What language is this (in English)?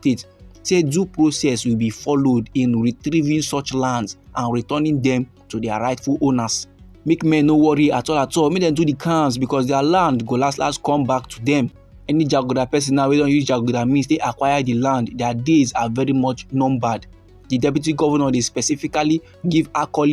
Nigerian Pidgin